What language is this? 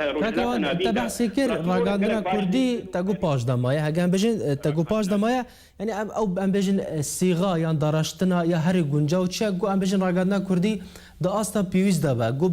Kurdish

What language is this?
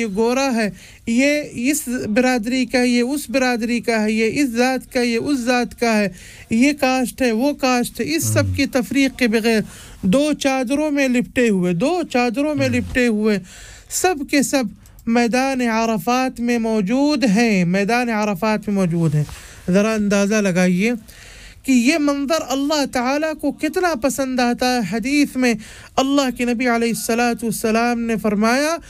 Urdu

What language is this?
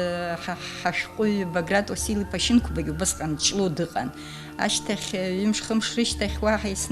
Abkhazian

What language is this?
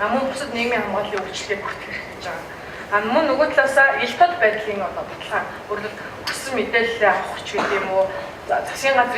Mongolian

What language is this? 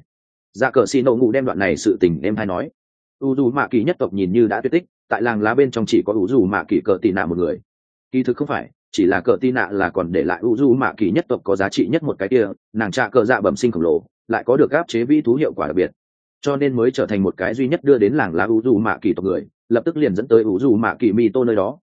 Vietnamese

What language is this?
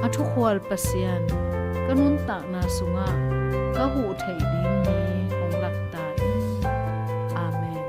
Tedim Chin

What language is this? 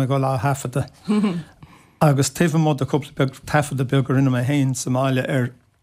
Irish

